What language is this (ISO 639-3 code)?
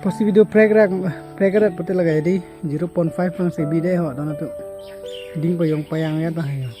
mjw